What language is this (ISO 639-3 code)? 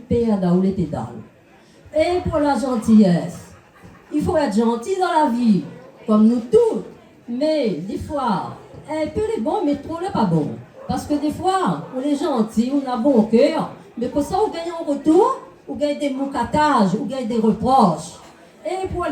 rcf